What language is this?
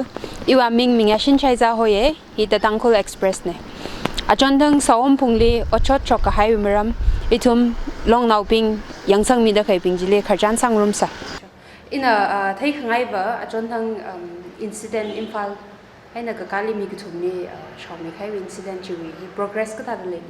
Tangkhul Naga (India)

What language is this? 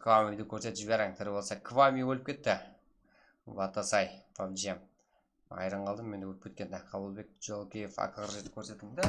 Kara-Kalpak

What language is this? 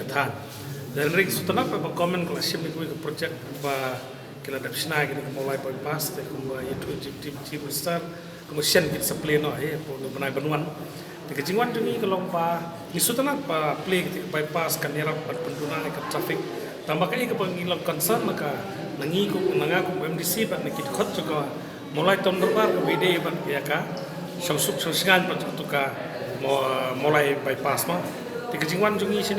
Khasi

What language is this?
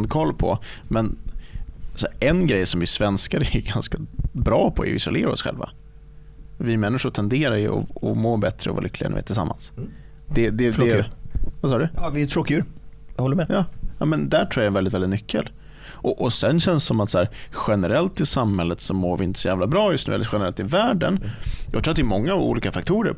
Swedish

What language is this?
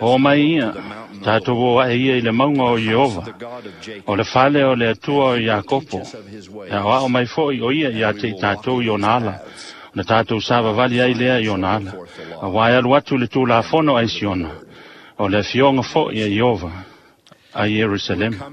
Samoan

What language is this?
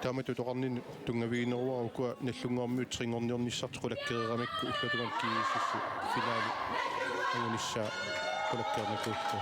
Kalaallisut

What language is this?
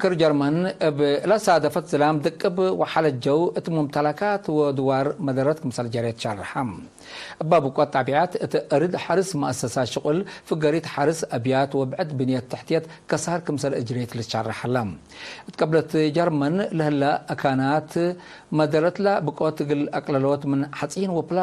Tigre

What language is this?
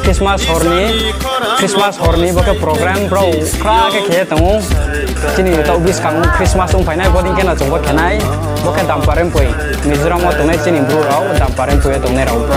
Riang (India)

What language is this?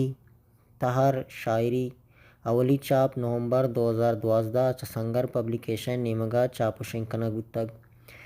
Baluchi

